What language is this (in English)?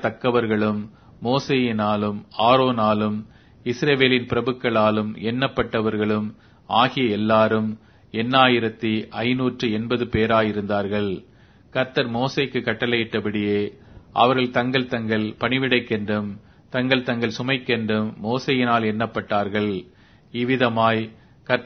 Tamil